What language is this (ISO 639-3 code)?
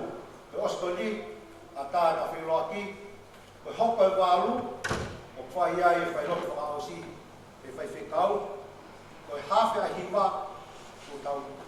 ton